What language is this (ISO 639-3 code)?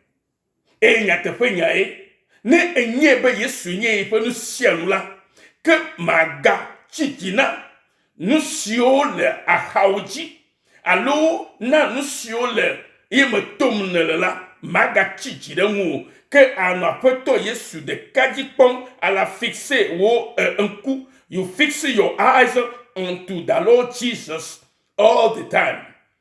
ewe